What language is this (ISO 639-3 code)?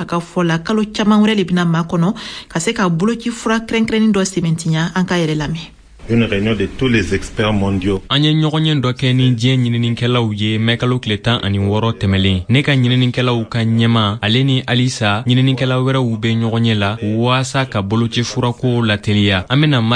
bam